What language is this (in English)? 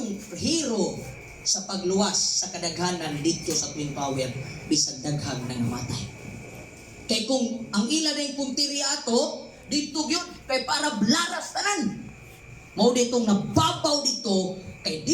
Cebuano